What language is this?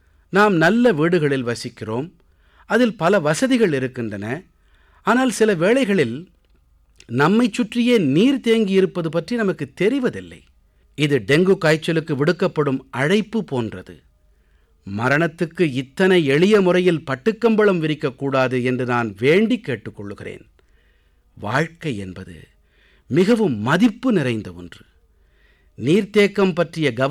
Tamil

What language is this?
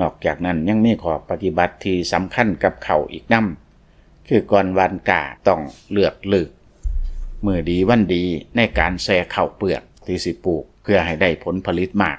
Lao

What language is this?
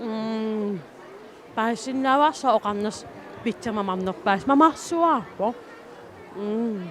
Kalaallisut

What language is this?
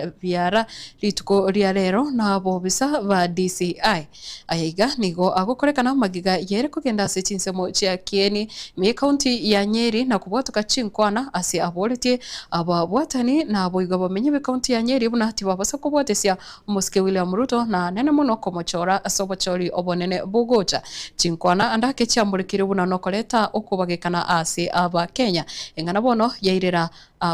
Gusii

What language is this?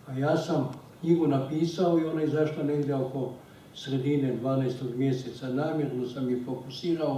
Croatian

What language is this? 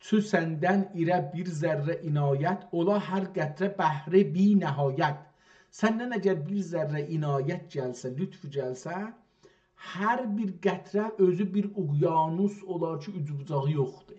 South Azerbaijani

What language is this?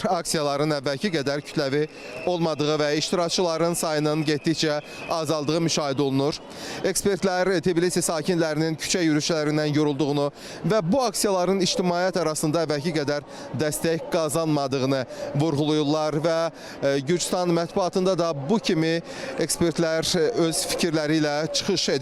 Azerbaijani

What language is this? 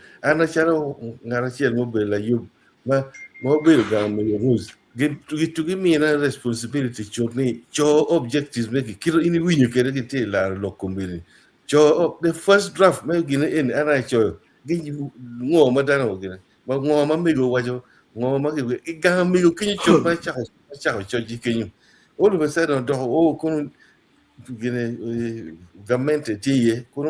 Acoli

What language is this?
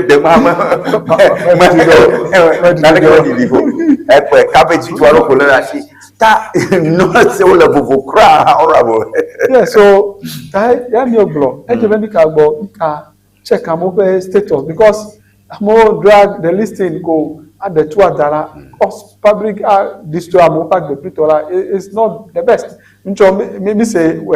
Ewe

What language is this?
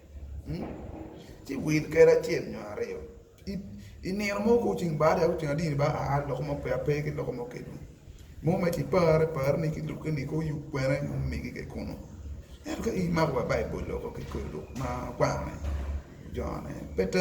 Acoli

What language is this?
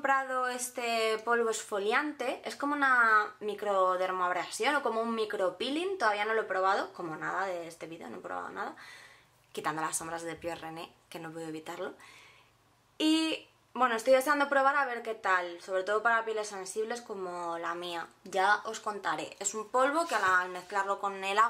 Spanish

